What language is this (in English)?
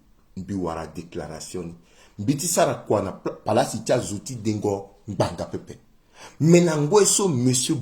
Sango